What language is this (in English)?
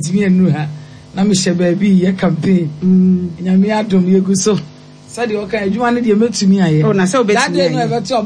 Akan